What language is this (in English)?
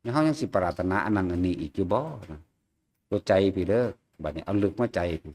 Northeastern Thai